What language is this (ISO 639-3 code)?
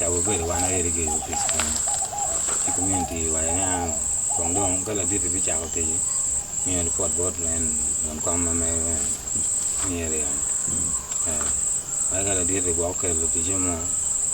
ach